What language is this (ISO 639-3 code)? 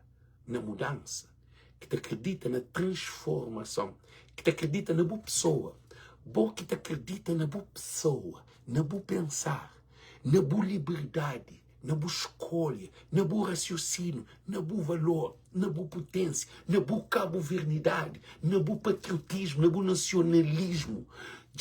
kea